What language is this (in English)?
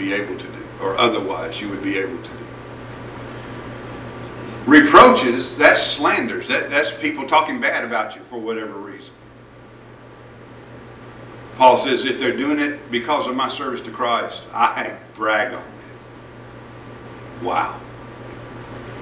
English